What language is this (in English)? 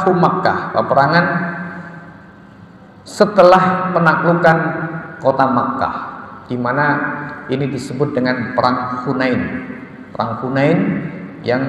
Indonesian